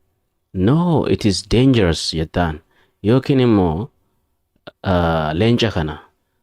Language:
Oromo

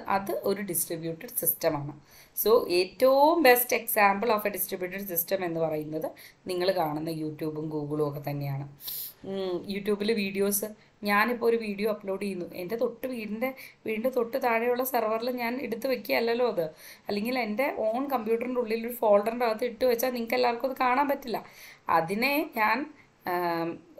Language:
Malayalam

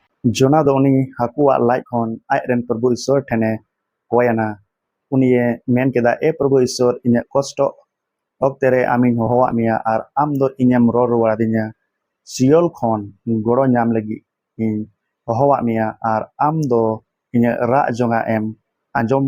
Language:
Santali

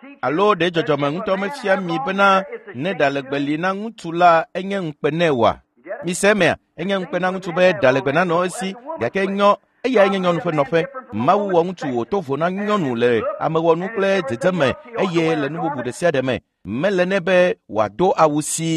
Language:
Ewe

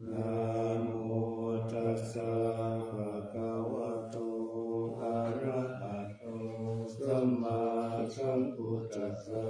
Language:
Pali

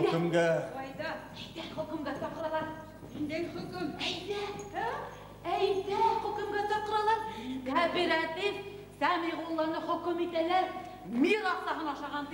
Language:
Bashkir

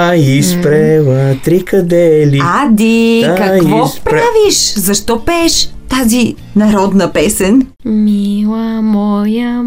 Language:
Bulgarian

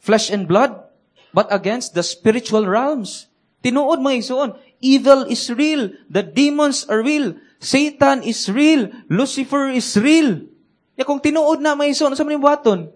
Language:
Cebuano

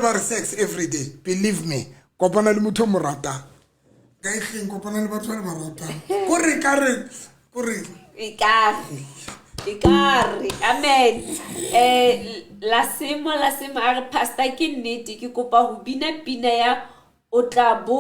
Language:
Southern Sotho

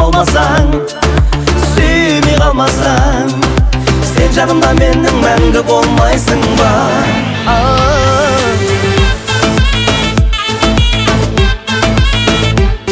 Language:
Kazakh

